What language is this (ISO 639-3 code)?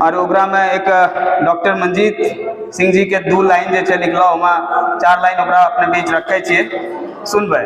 anp